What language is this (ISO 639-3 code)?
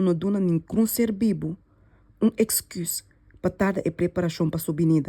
pap